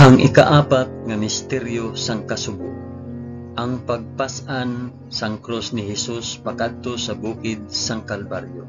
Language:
Hiligaynon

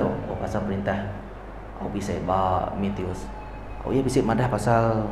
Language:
Iban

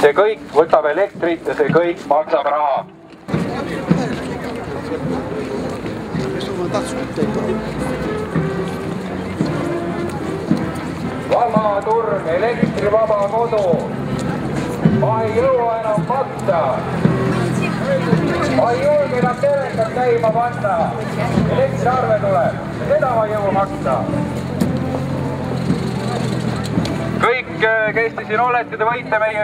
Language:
Estonian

